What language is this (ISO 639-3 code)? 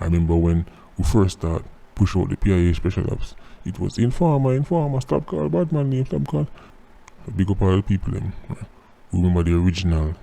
jam